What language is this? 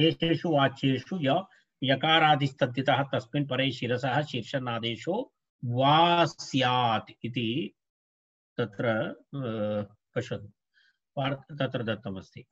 Sanskrit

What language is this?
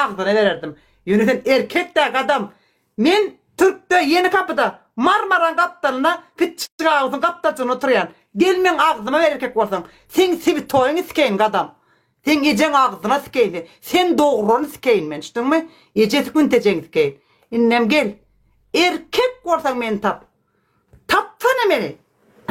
Turkmen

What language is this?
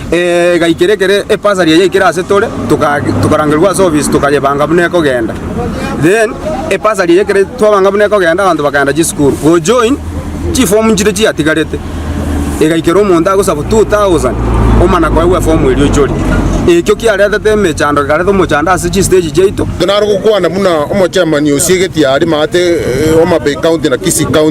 Gusii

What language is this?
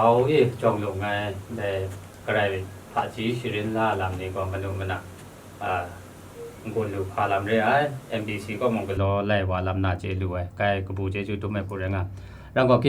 Kachin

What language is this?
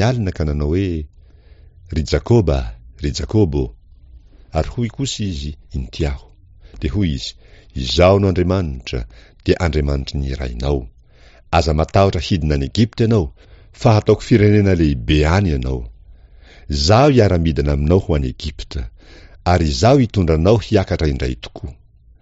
Malagasy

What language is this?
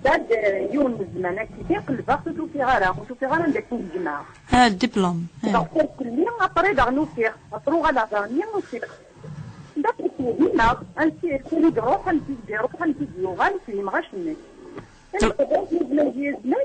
Kabyle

